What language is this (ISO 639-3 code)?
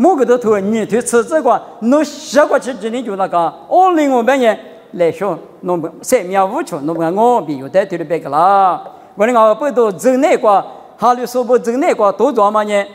lis